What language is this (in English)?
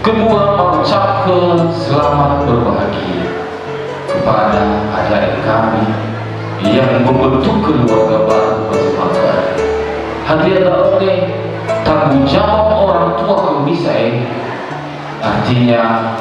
Nias